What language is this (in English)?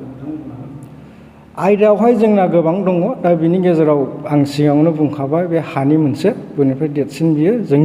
Bodo